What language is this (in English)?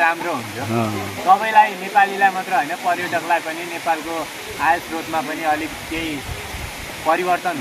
Nepali